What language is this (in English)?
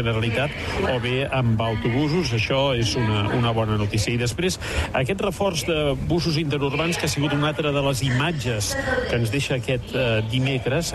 Catalan